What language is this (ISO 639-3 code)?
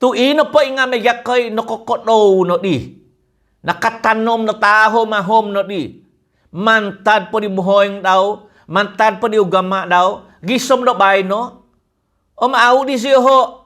dtp